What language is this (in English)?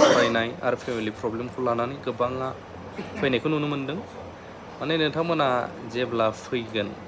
Bodo